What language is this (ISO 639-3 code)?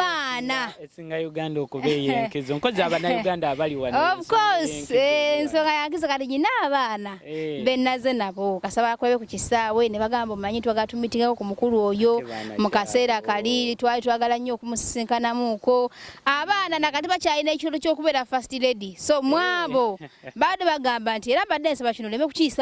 lug